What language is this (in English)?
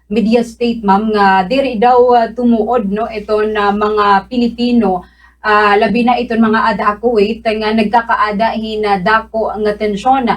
Waray